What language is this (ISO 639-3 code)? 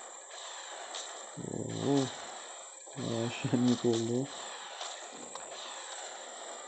tur